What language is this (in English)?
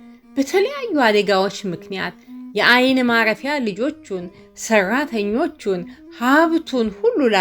Amharic